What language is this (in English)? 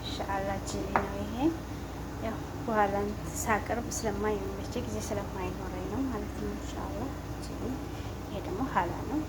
Amharic